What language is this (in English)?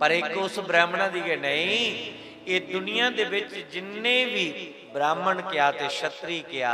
Dogri